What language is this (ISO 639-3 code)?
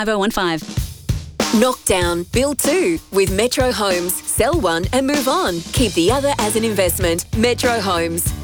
eng